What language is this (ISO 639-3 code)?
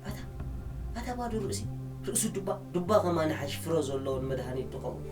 tir